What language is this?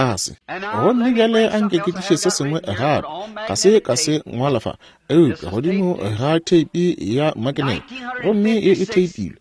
Northern Sotho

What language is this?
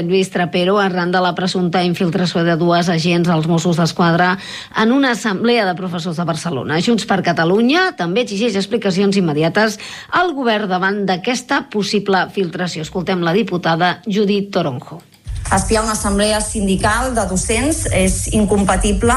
Catalan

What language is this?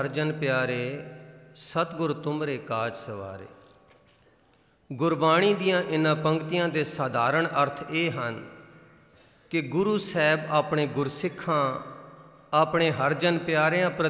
Punjabi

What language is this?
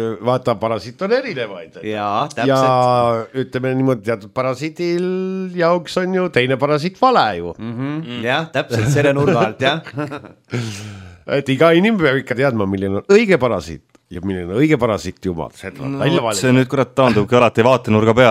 Estonian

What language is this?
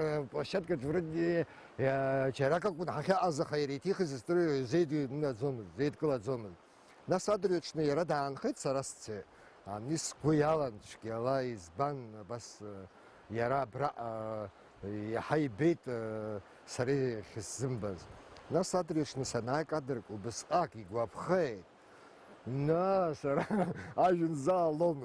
Abkhazian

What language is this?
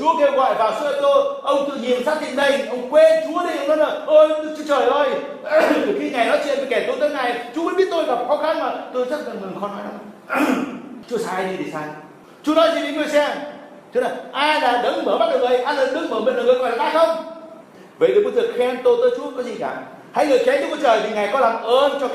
Vietnamese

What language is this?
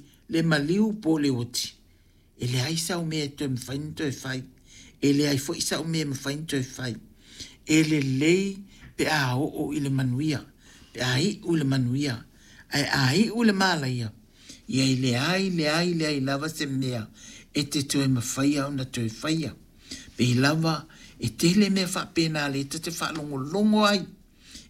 Samoan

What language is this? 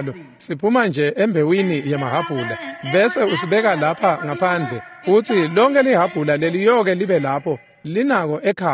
Swati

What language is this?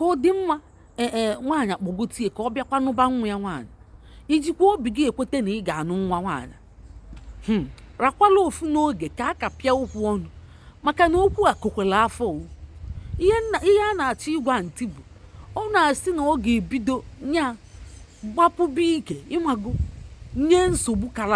Igbo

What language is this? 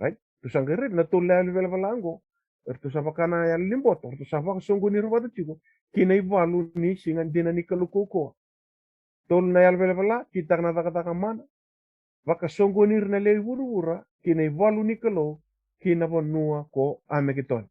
Fijian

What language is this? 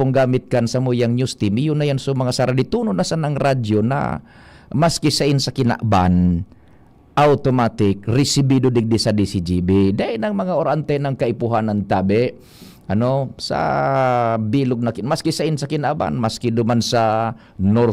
Bikol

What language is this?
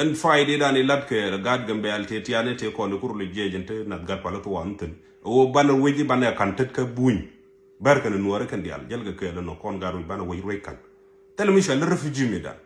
Nuer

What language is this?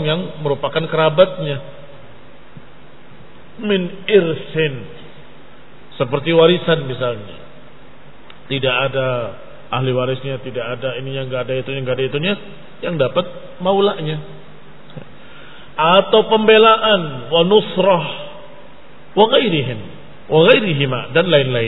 Indonesian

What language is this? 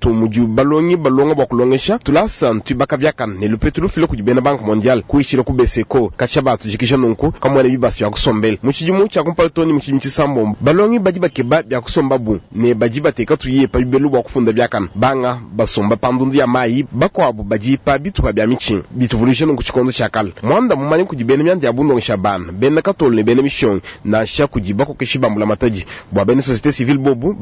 Luba-Lulua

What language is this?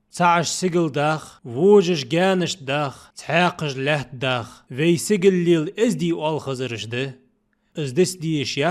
Ingush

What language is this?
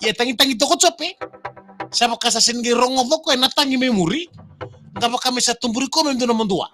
Fijian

